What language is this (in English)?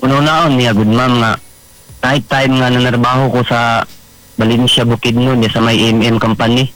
Cebuano